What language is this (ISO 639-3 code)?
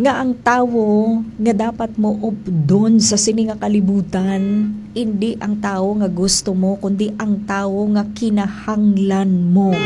hil